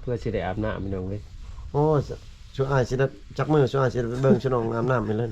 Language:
Lao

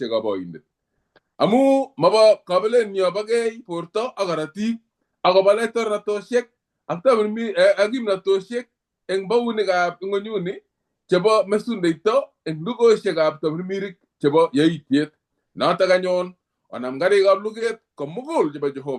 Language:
Kalenjin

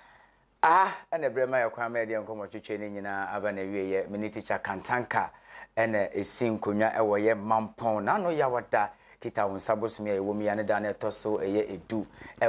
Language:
Akan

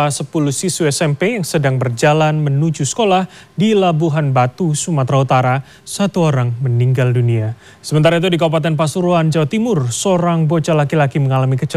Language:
Indonesian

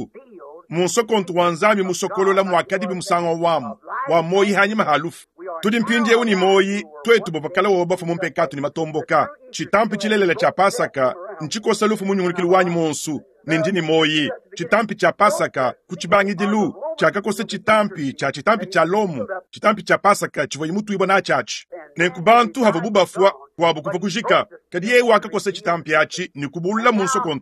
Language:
Luba-Lulua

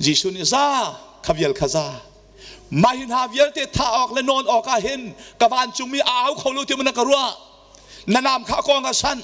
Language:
Hakha Chin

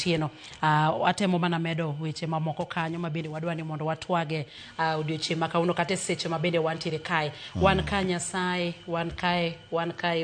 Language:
Luo (Kenya and Tanzania)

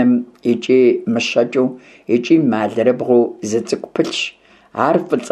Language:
Kabardian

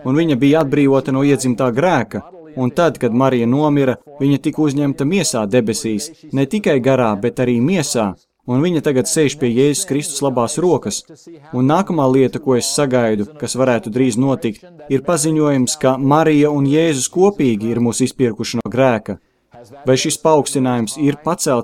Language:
Latvian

